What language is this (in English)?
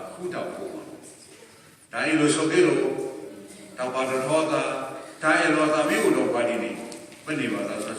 S'gaw Karen